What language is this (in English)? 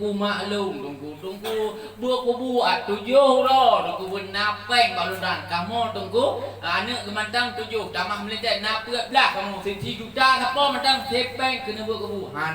Achinese